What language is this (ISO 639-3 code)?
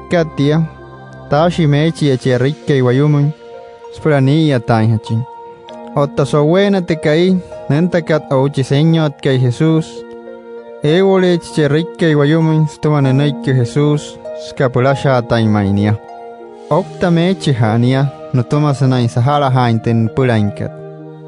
guc